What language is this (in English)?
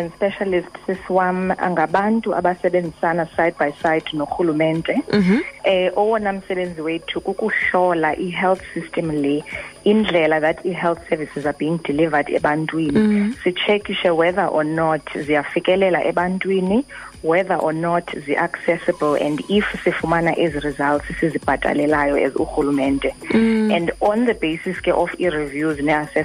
Xhosa